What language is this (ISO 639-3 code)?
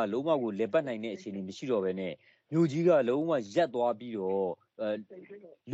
mya